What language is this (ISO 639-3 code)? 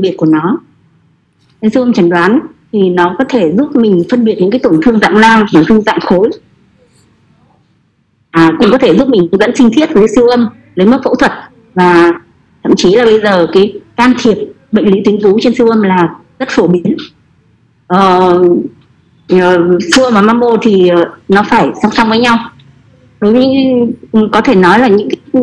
vie